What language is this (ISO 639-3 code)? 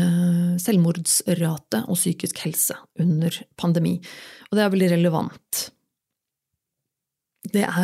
nor